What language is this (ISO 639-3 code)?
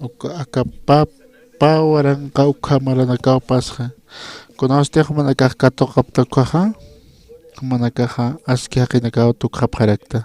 aym